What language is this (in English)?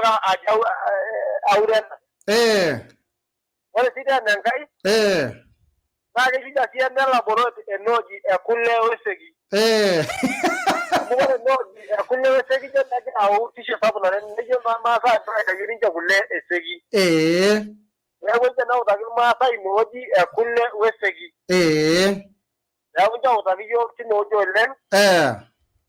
Masai